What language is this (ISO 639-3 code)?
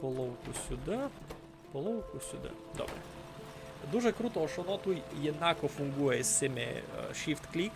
rue